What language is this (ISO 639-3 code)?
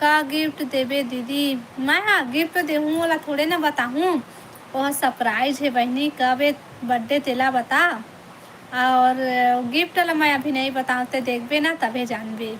hne